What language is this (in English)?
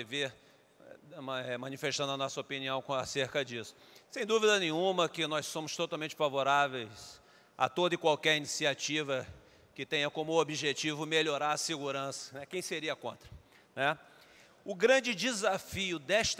Portuguese